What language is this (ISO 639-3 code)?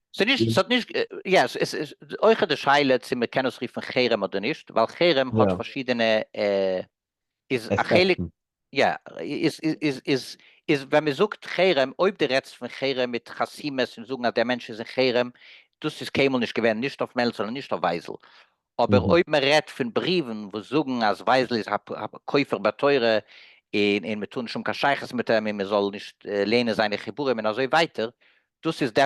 yid